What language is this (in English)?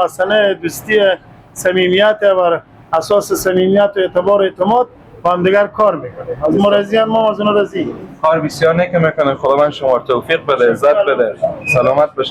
Persian